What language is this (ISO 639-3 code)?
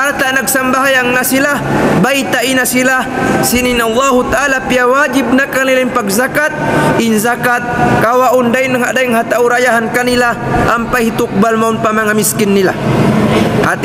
tsg